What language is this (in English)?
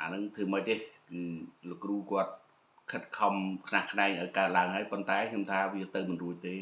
Khmer